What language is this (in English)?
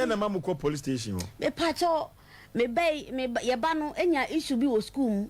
Akan